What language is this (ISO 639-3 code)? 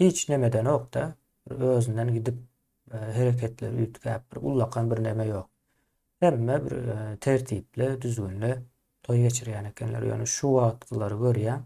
tuk